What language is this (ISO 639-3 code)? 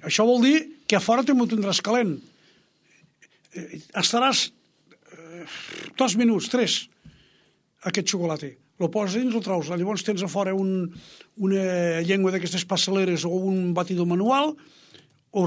cat